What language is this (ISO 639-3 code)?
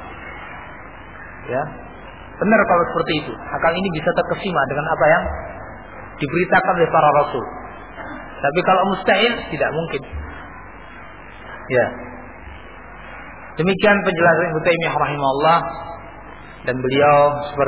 ind